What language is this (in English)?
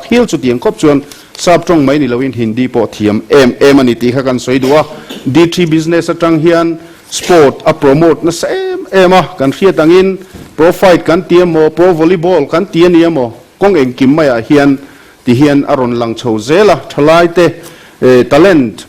Mizo